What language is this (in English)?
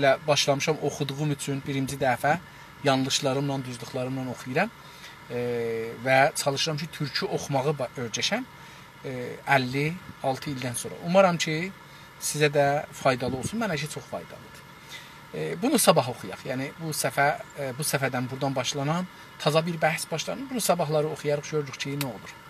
South Azerbaijani